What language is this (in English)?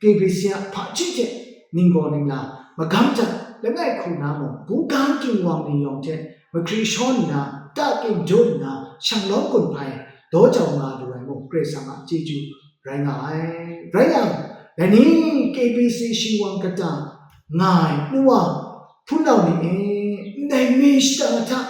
Kachin